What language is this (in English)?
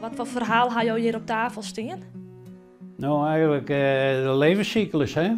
Western Frisian